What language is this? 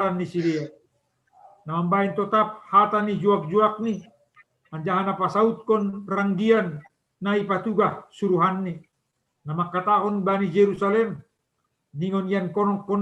Batak Simalungun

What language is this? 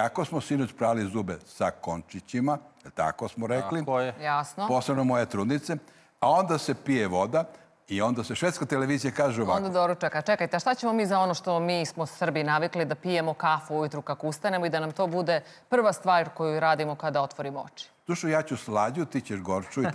Serbian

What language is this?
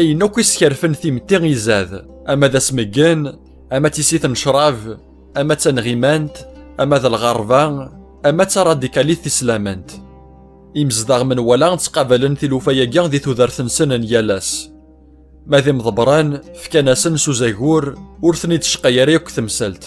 Kabyle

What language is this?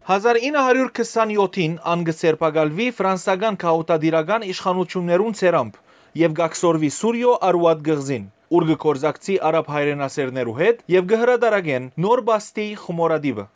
Western Armenian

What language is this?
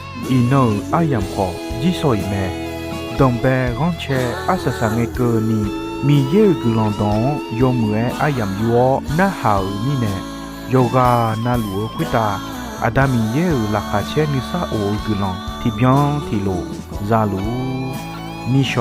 Akha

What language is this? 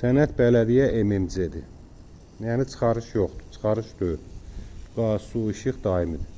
Azerbaijani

